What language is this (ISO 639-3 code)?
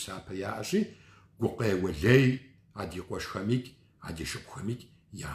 kbd